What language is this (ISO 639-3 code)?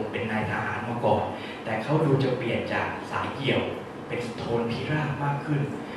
tha